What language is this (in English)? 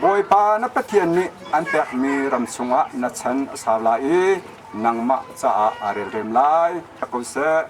Hakha Chin